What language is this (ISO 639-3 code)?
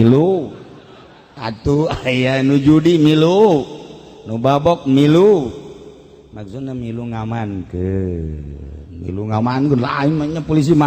sun